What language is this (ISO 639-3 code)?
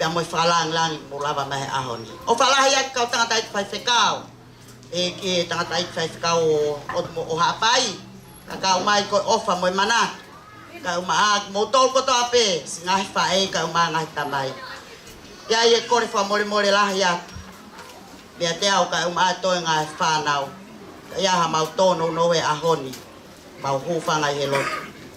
ton